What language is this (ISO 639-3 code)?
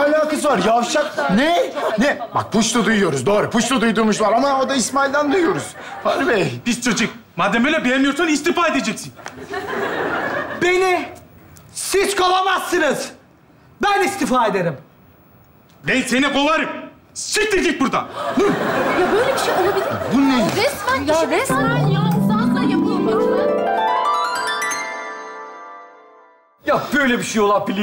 tur